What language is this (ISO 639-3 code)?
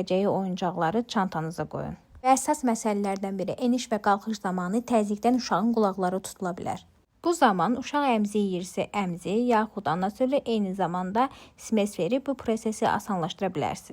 aze